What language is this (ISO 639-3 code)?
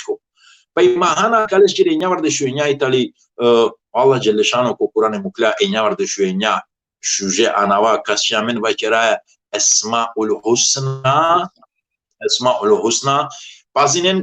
rmn